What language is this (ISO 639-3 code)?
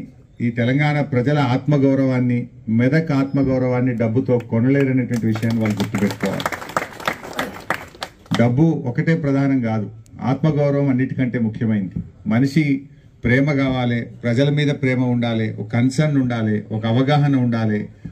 tel